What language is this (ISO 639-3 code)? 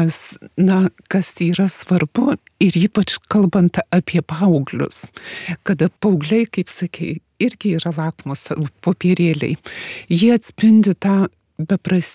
lit